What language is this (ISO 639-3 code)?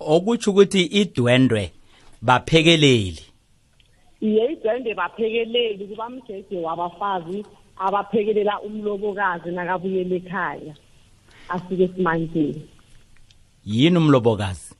nbl